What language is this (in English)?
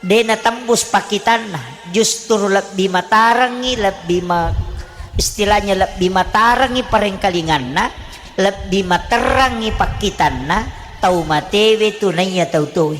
Buginese